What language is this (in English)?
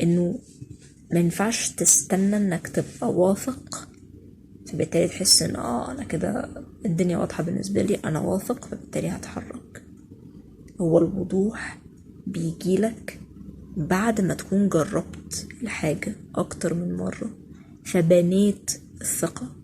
Egyptian Arabic